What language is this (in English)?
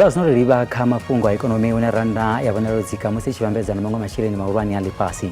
Venda